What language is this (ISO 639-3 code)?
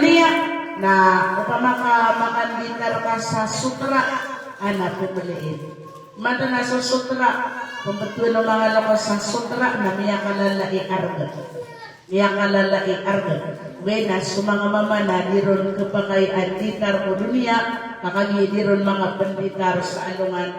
mrw